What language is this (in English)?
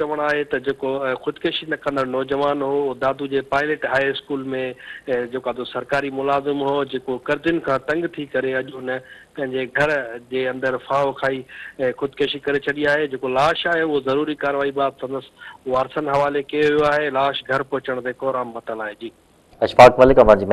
Sindhi